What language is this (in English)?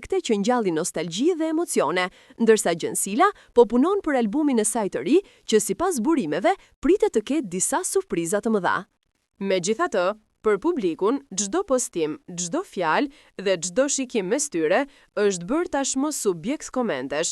Albanian